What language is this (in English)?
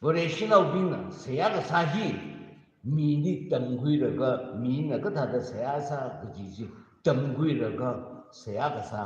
Tangkhul Naga (India)